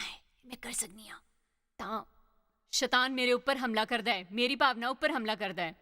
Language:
Dogri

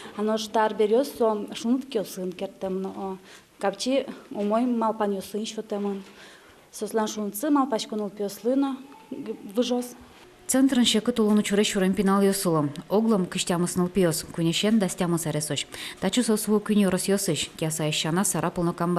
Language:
Udmurt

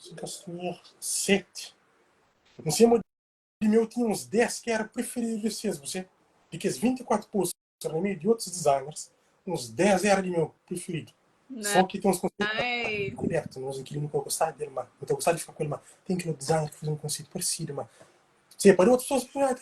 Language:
Kabuverdianu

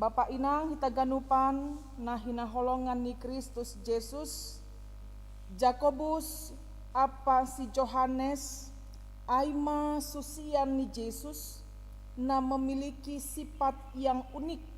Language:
Batak Simalungun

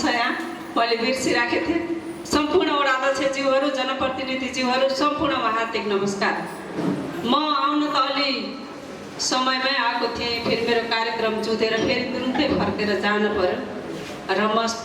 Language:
Nepali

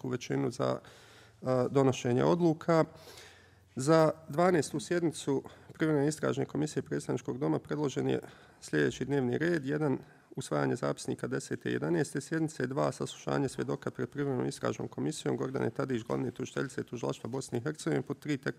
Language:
Bosnian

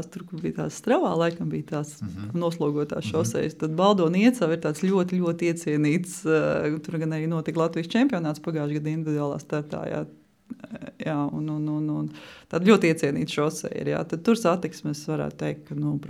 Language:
Latvian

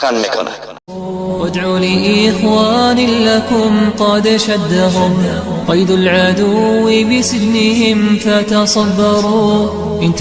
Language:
Persian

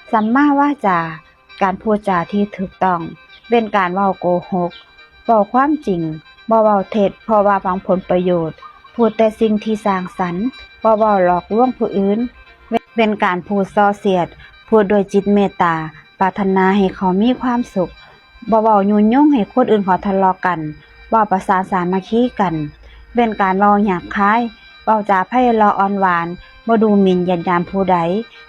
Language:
Northeastern Thai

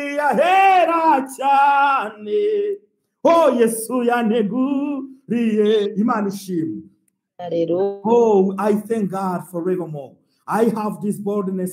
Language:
Kinyarwanda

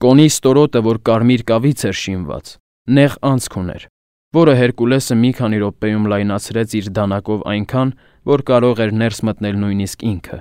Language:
Armenian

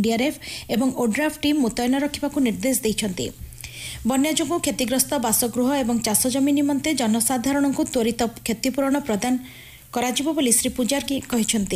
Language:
Odia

